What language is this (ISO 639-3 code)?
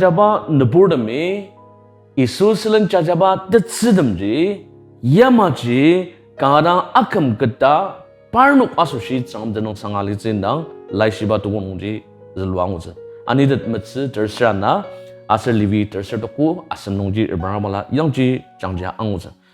njo